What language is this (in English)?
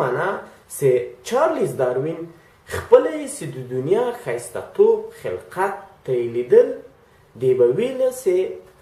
Pashto